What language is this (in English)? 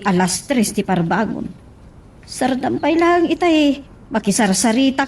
Iloko